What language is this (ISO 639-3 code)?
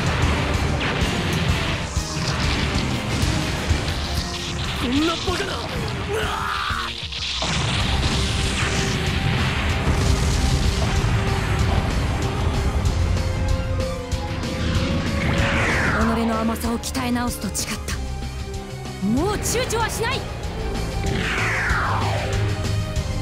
jpn